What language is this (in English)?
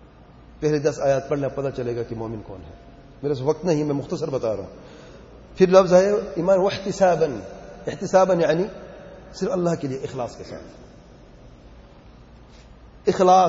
Urdu